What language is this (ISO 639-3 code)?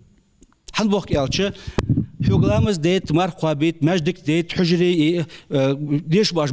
inh